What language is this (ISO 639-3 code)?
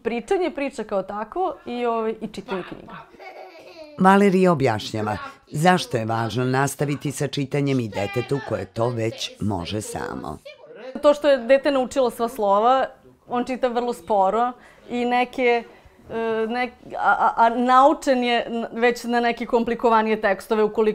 srp